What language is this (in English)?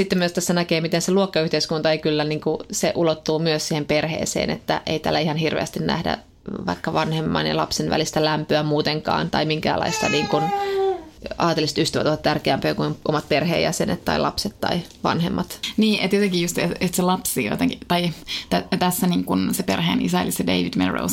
Finnish